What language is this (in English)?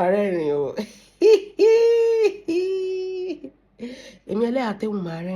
Yoruba